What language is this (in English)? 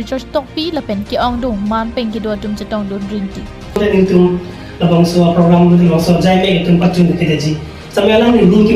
Karbi